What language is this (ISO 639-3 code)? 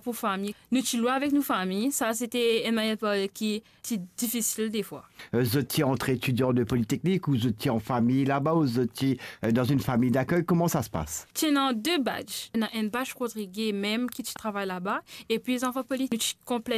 mfe